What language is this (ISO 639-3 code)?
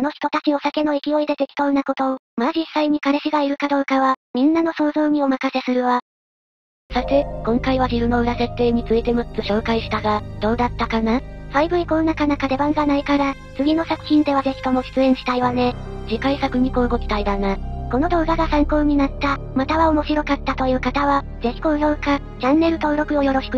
jpn